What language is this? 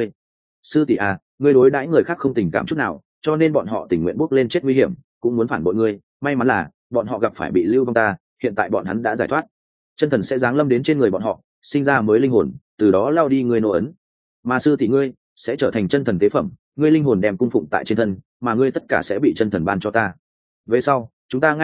Vietnamese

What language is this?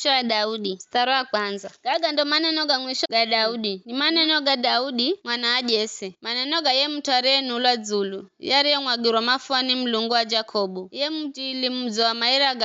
Giryama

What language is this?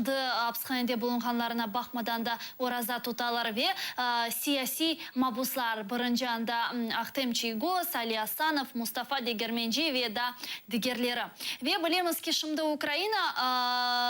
Crimean Tatar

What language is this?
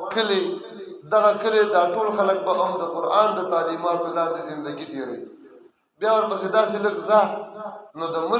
Pashto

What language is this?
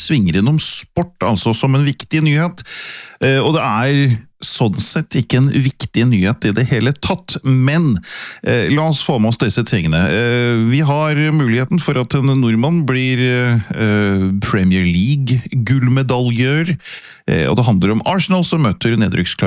Norwegian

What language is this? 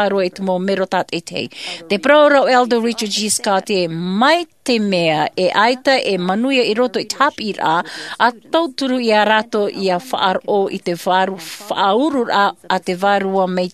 Tahitian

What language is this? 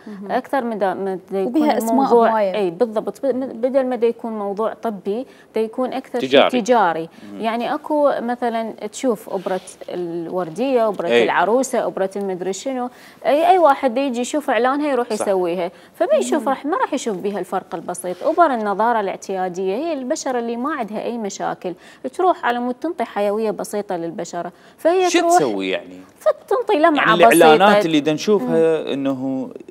Mesopotamian Arabic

